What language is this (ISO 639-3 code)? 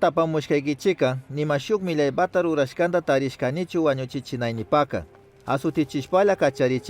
qug